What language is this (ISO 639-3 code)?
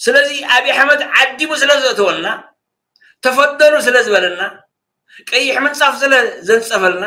tir